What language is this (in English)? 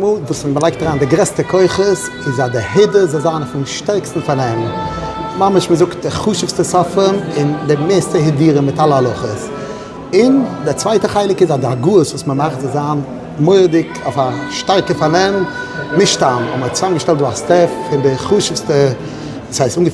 Yiddish